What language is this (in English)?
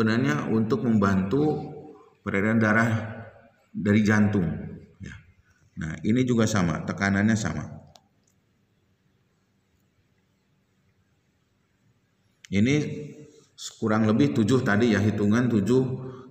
Indonesian